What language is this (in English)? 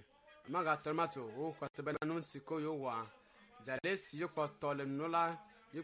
Ewe